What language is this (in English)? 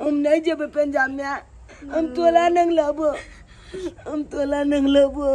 Maithili